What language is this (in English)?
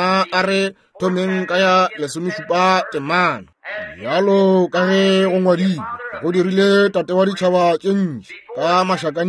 Northern Sotho